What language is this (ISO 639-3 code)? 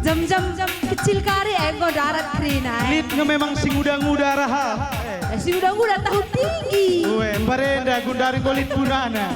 btx